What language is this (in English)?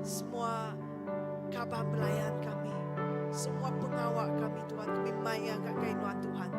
Iban